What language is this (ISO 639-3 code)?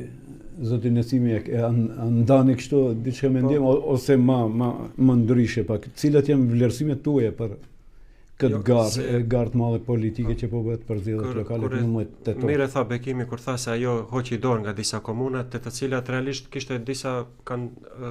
sqi